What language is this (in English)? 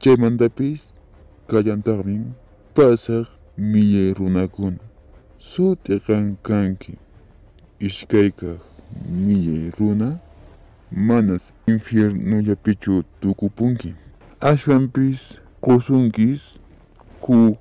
Quechua